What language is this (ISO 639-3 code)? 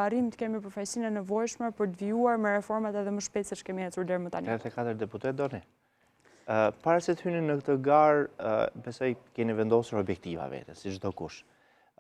sqi